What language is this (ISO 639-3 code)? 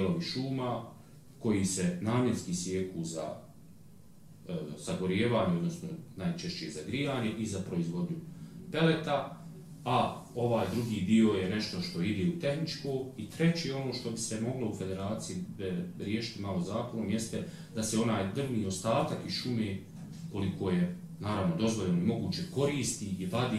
bos